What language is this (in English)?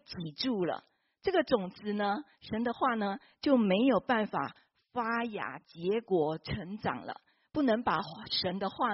Chinese